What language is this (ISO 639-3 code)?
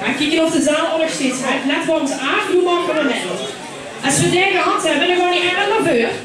lim